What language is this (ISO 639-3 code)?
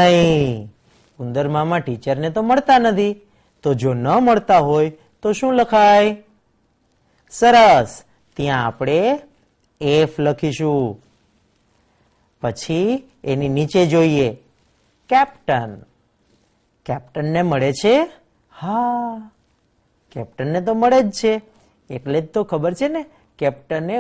guj